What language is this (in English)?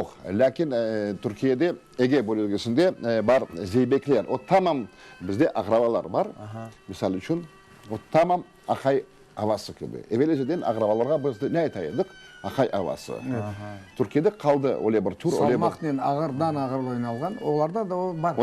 Crimean Tatar